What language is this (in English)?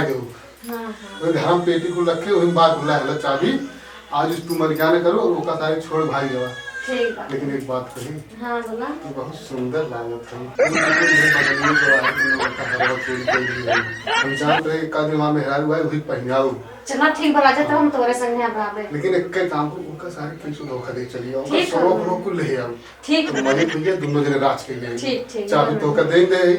Awadhi